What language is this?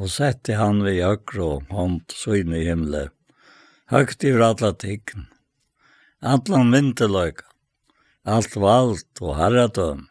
Faroese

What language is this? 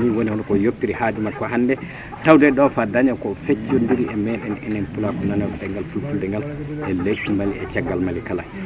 Fula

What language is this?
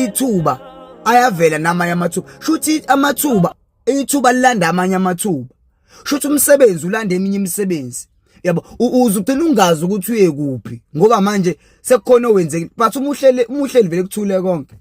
Zulu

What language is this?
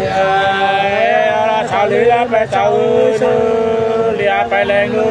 Nung (Viet Nam)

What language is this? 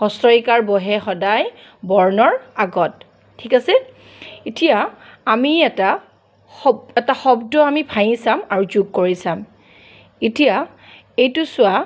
Assamese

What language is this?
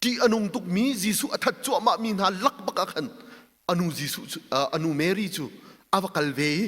Hakha Chin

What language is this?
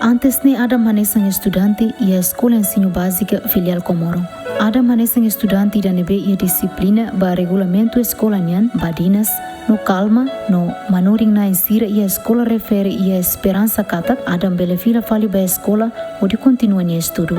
Tetum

